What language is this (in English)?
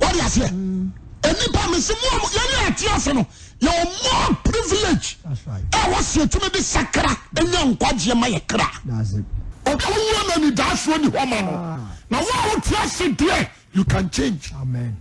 Akan